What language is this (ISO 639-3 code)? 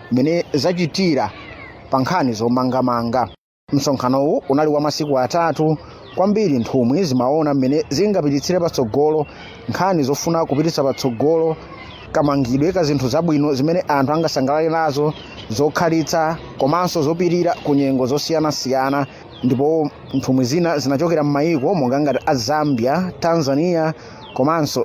nya